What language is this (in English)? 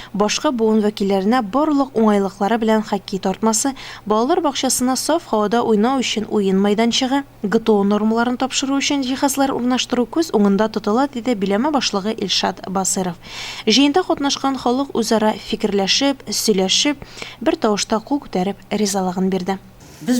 Tatar